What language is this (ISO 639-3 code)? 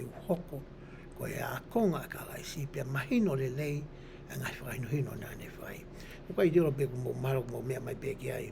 ton